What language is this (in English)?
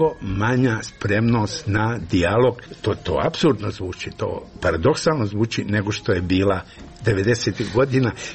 Croatian